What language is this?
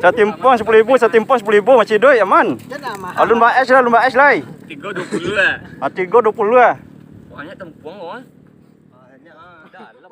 Minangkabau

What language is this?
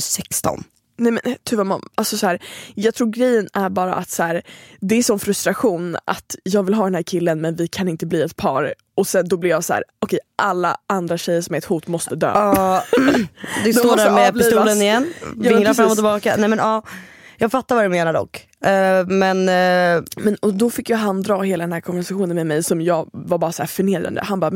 Swedish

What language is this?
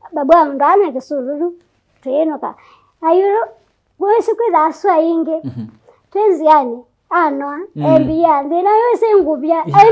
Kamba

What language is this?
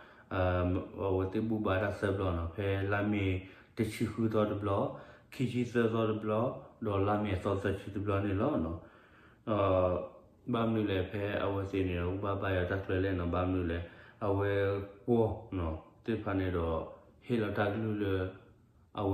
S'gaw Karen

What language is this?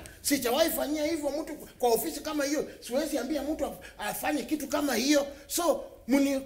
Swahili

